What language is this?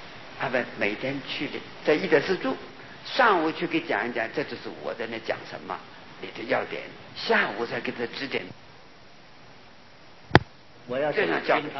Chinese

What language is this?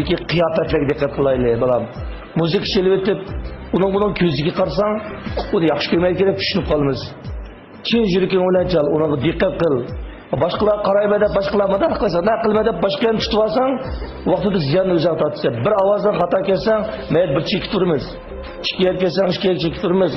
Uyghur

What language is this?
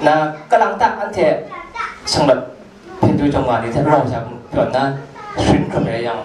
Kachin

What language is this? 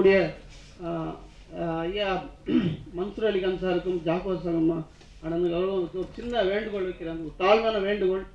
Tamil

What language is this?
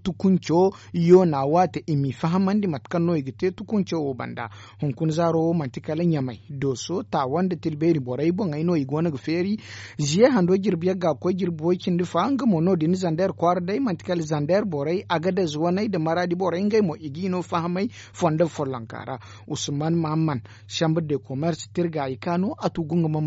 Zarma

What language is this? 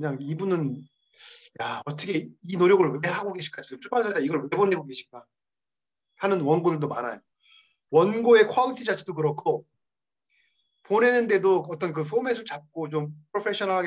Korean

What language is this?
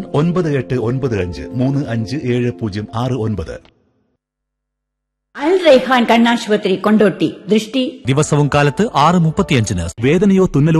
Malayalam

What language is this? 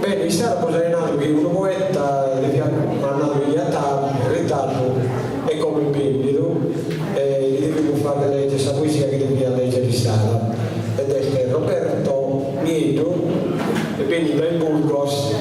Sardinian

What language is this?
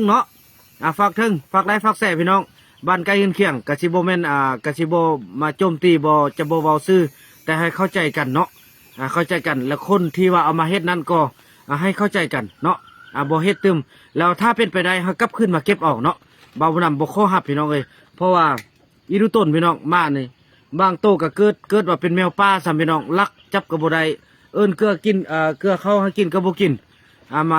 Lao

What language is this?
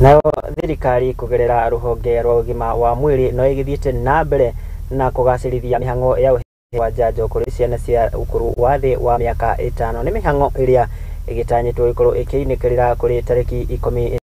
Kikuyu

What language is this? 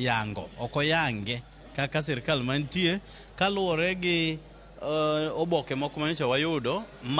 Luo (Kenya and Tanzania)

